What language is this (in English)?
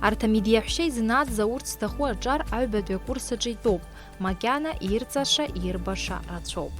Abkhazian